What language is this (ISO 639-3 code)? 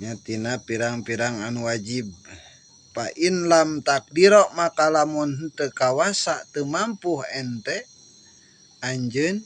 sun